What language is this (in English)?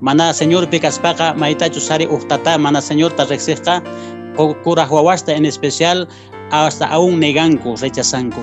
Quechua